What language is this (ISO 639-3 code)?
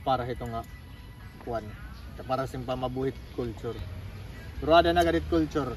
war